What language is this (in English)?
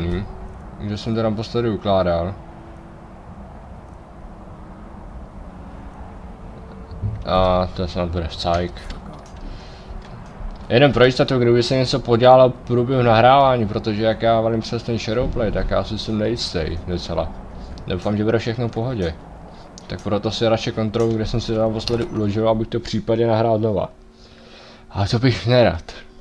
Czech